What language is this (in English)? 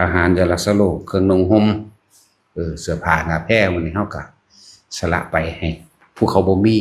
Northeastern Thai